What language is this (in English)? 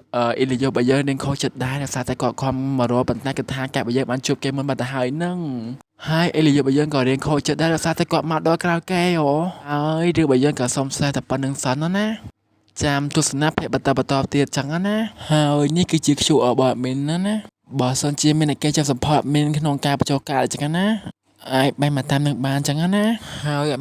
Khmer